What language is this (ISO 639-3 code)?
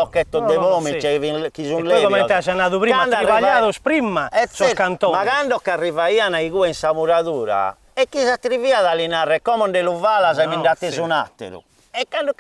srd